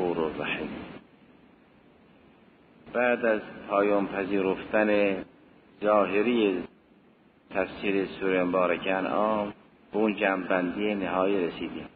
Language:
Persian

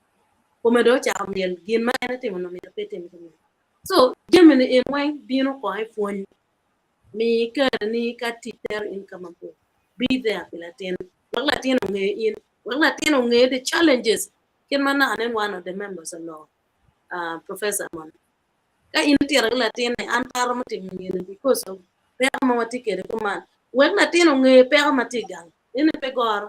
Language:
Acoli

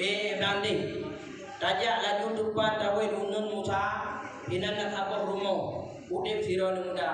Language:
Achinese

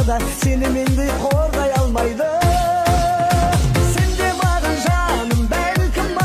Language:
Kazakh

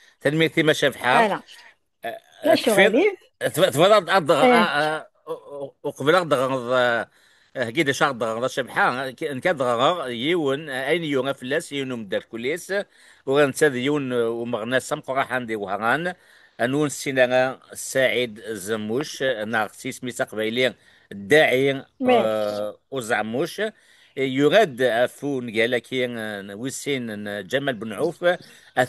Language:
Kabyle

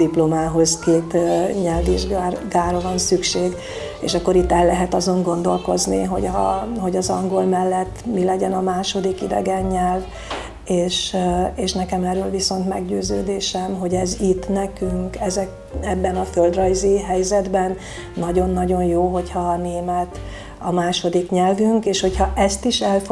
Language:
Hungarian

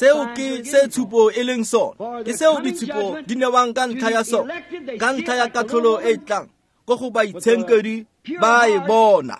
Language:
Tswana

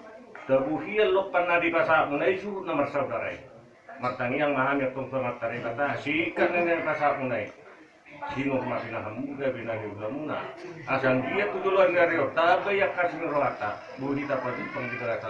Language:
Batak Toba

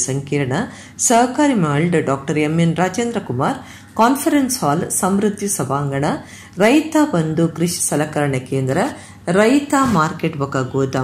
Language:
Kannada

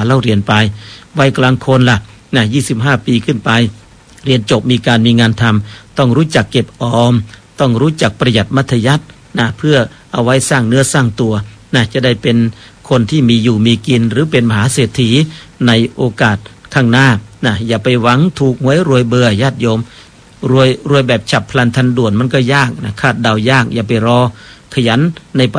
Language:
Thai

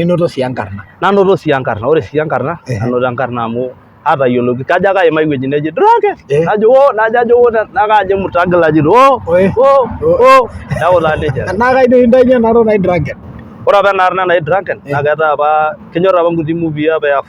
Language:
Masai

